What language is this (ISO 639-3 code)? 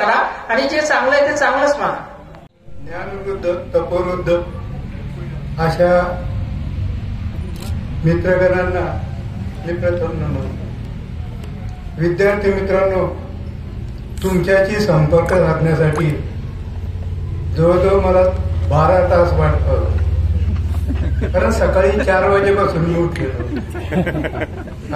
mar